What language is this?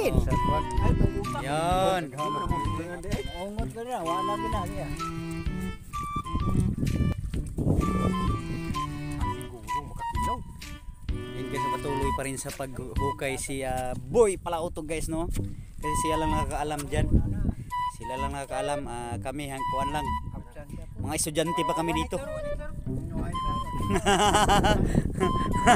Filipino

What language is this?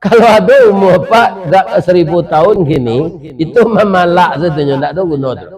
Minangkabau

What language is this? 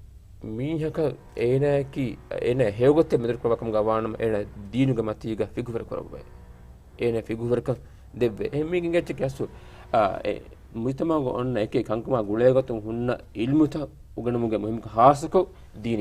Divehi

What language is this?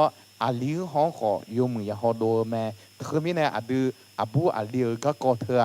Akha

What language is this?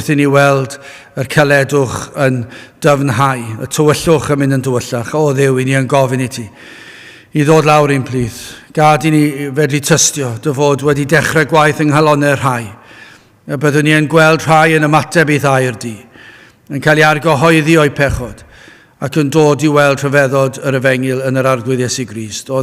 Welsh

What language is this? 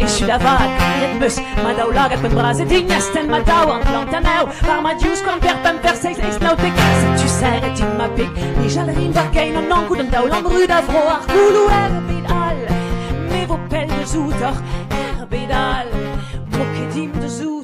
Breton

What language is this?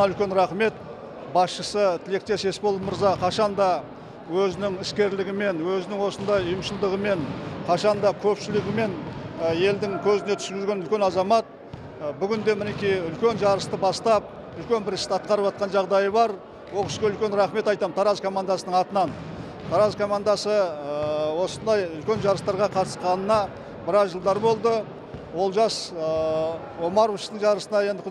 Kazakh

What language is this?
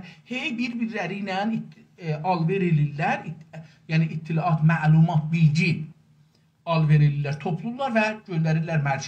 South Azerbaijani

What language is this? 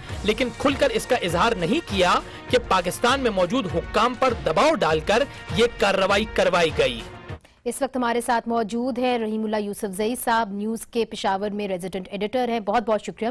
Urdu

